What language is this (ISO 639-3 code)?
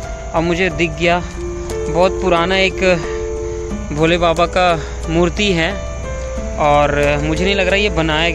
hin